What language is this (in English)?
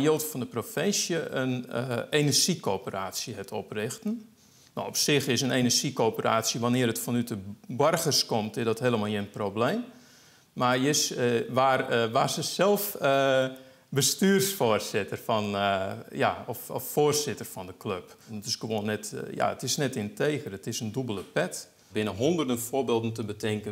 Western Frisian